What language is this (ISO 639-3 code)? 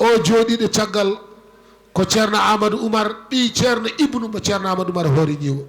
ful